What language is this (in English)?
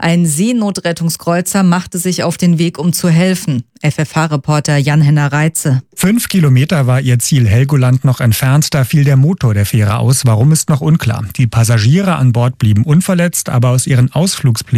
German